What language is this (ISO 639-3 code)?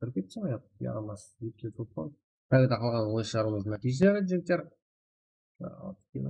kaa